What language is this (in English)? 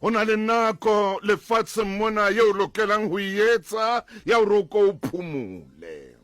Southern Sotho